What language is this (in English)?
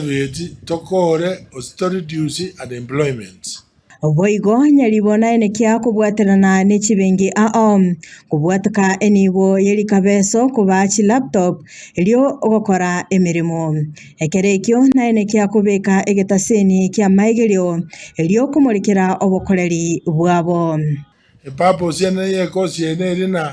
Gusii